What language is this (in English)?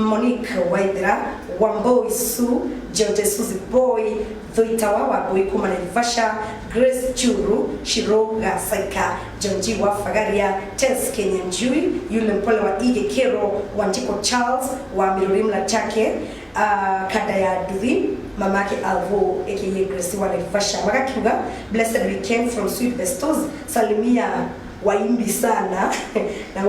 Kikuyu